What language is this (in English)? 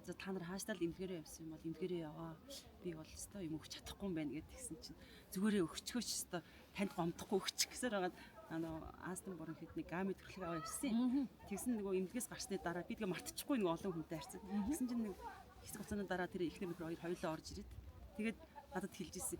Mongolian